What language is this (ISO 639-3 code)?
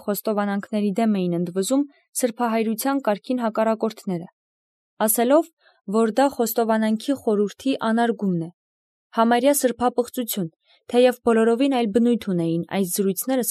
hye